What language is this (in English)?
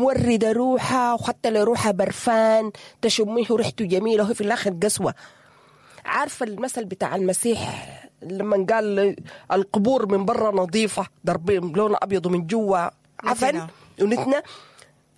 Sudanese Arabic